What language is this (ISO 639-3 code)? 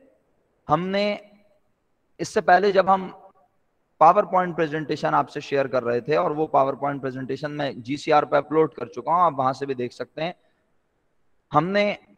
urd